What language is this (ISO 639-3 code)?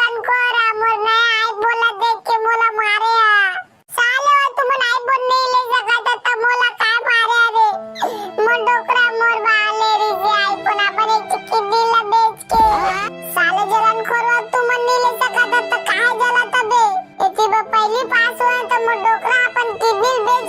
hne